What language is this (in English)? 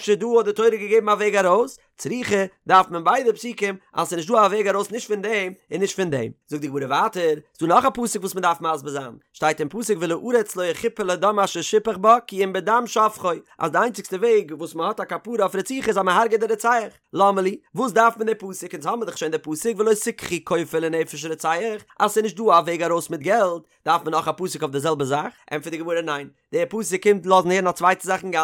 Yiddish